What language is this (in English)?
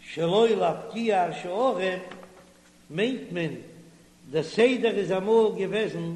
Yiddish